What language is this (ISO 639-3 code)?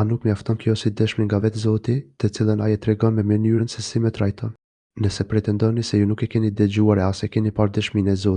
sqi